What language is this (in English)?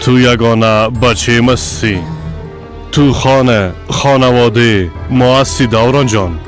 Persian